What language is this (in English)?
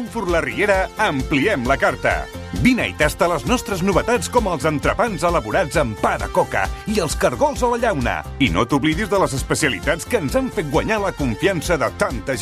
Catalan